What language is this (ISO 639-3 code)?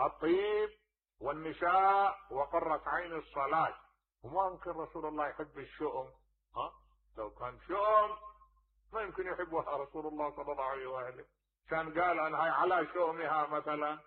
acm